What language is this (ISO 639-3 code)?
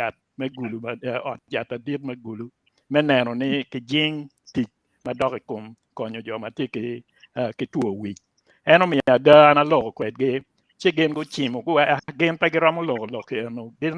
ach